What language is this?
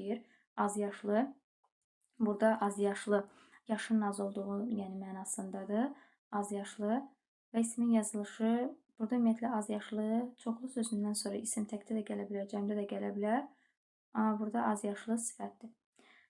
Azerbaijani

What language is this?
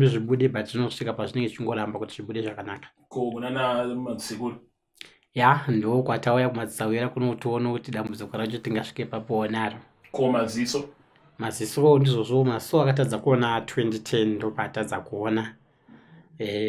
Shona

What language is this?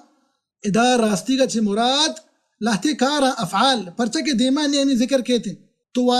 Baluchi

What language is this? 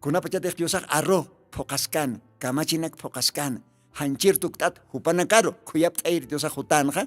Aymara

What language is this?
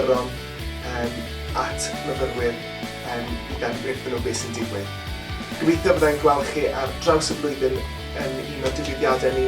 Welsh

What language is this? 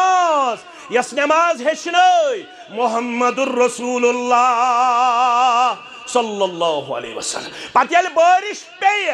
Kashmiri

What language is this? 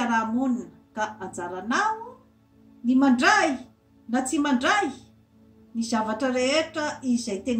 Malagasy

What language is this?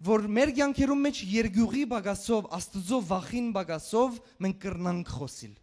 Western Armenian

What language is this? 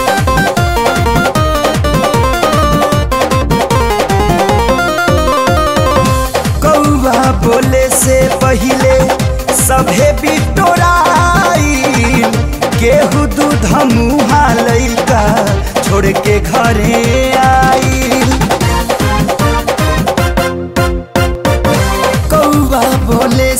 Bhojpuri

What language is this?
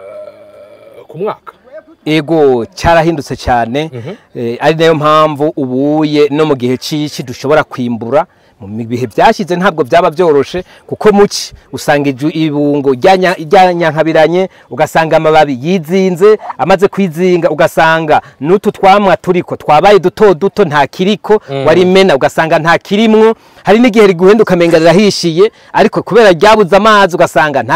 Rundi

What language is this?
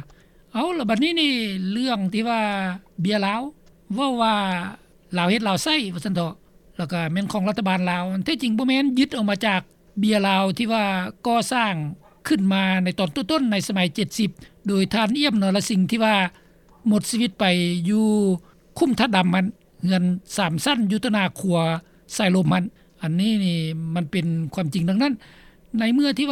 Lao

